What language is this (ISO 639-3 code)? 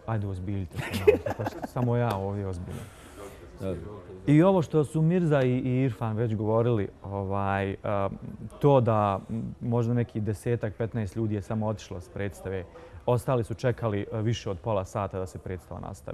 bos